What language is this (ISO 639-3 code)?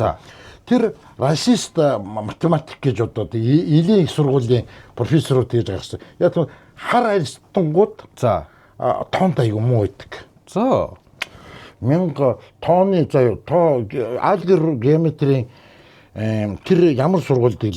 mon